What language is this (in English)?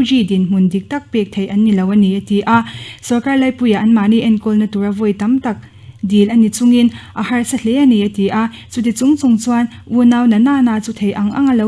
Mizo